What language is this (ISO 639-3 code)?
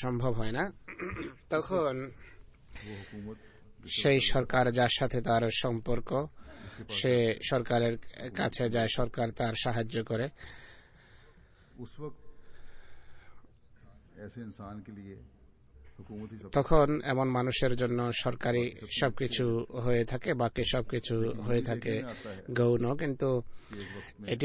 ben